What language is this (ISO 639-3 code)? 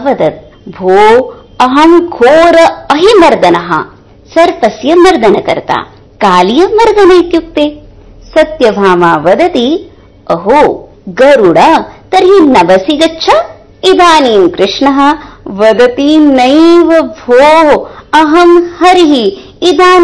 san